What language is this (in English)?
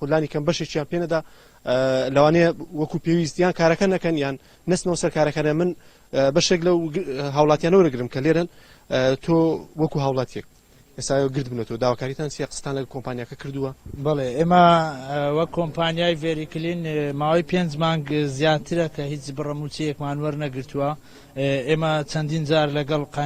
Central Kurdish